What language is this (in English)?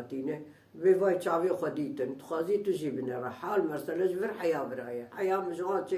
Kurdish